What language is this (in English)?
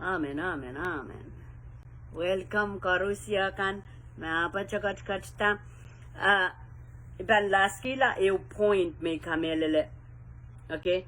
Pohnpeian